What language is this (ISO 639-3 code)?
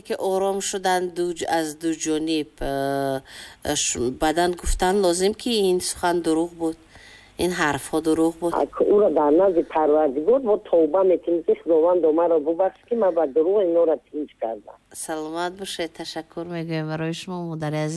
tgk